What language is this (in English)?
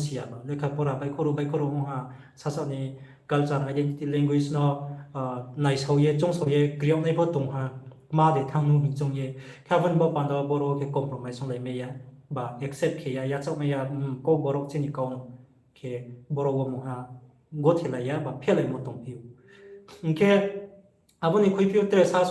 Riang (India)